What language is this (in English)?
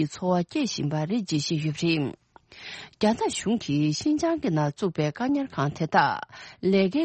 Tibetan